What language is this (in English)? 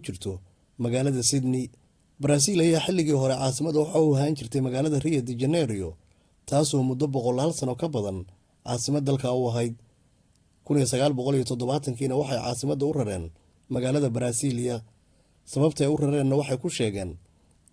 Somali